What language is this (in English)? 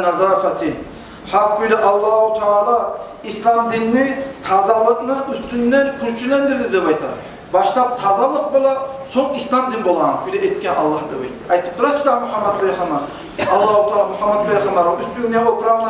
Kumyk